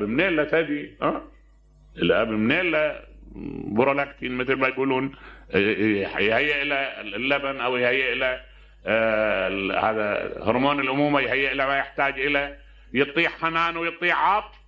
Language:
Mesopotamian Arabic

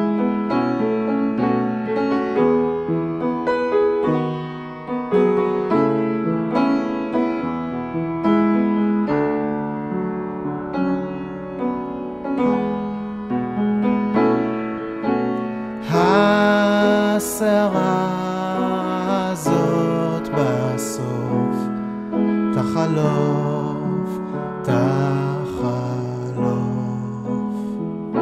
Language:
Hebrew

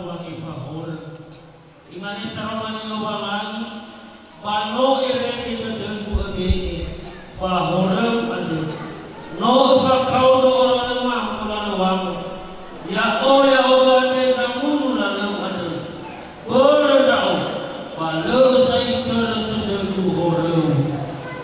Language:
Nias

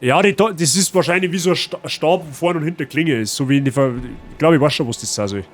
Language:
Bavarian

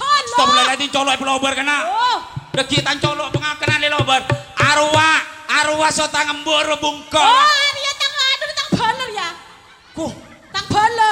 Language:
Madurese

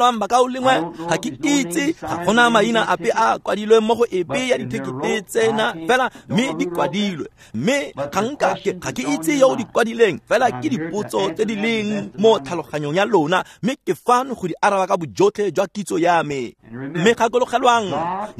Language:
Tswana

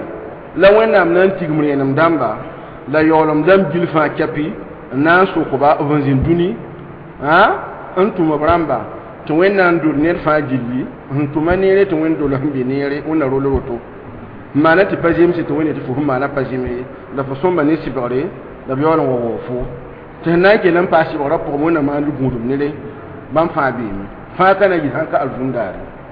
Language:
Mossi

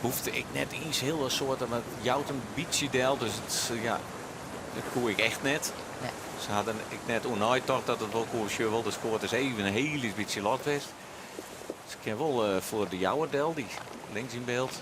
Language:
Western Frisian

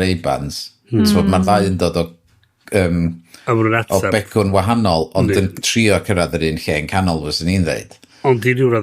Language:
Welsh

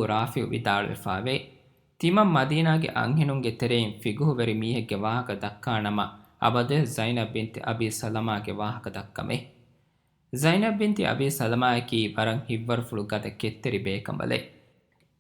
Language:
Divehi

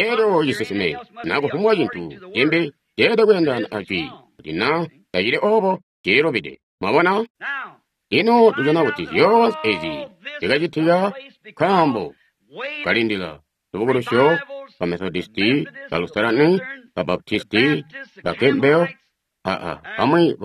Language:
Tonga (Zambia)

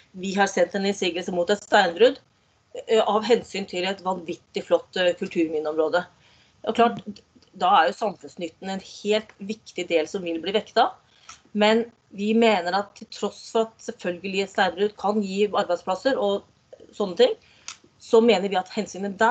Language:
Norwegian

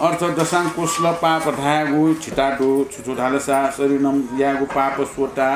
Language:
Newari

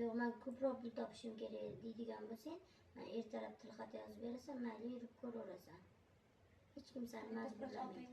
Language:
Uzbek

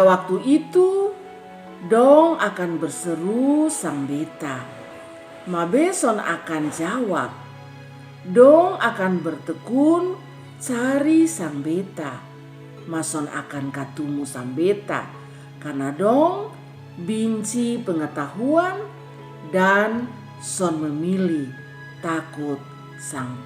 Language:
Kupang Malay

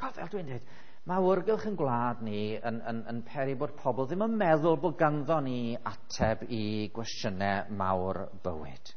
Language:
Welsh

